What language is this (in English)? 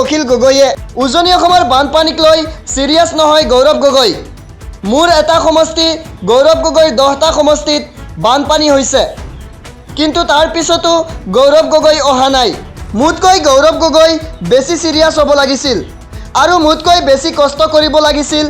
Assamese